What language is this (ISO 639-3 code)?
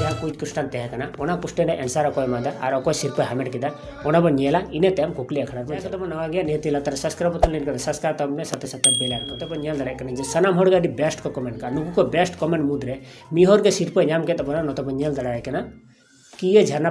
sat